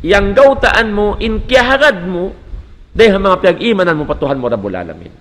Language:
Tausug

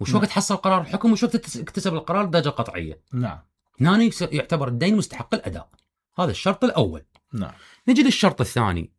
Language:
Mesopotamian Arabic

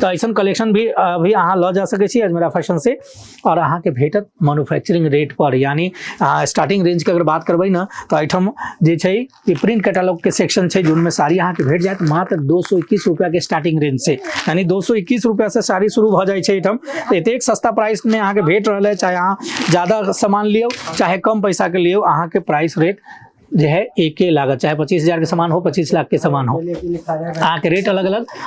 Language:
Maithili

